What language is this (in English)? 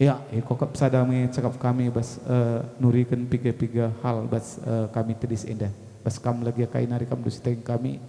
Batak Karo